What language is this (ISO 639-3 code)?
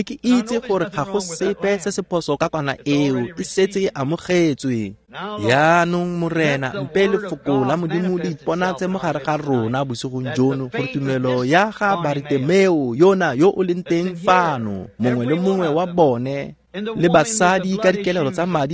tsn